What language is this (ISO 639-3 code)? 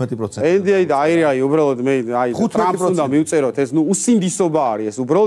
kat